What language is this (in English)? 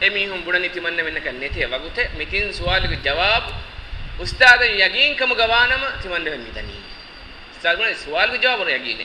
Divehi